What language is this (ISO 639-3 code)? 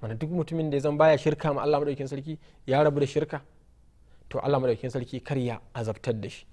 hau